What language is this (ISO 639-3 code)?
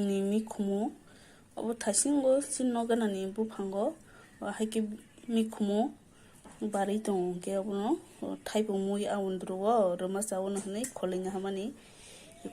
trp